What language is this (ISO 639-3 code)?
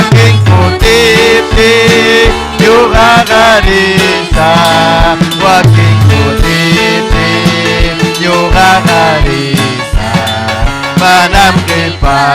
quy